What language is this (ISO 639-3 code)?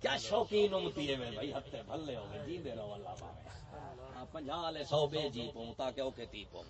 skr